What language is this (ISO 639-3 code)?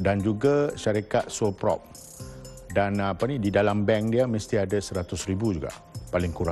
msa